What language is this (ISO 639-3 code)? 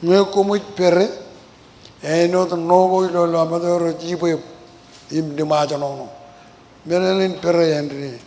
mah